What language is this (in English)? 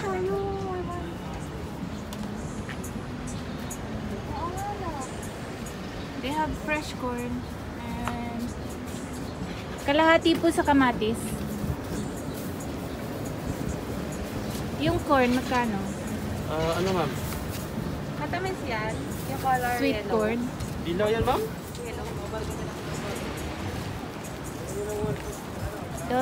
Filipino